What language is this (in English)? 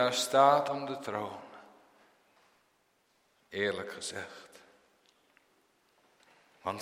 Dutch